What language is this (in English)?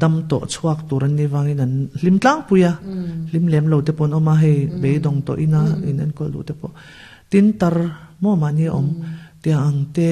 Mizo